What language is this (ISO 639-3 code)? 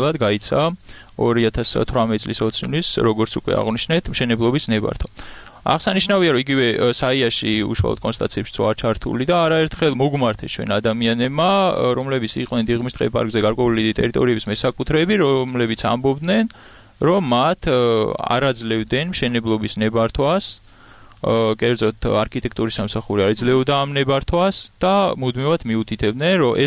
kat